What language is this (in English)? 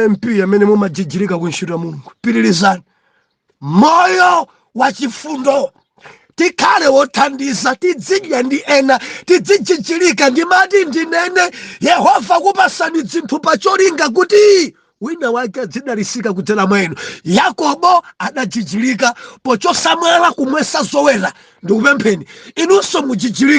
Nyanja